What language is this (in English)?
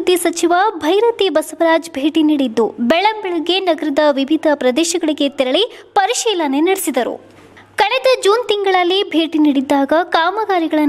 Kannada